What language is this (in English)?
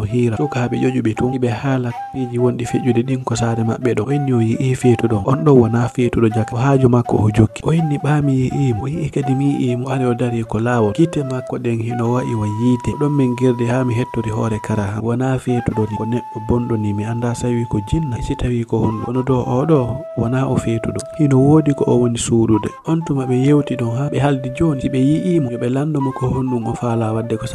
Fula